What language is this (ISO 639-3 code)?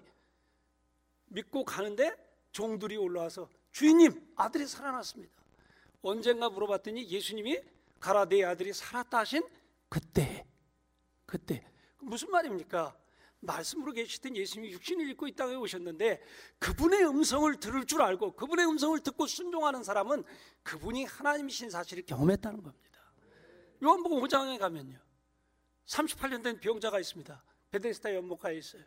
kor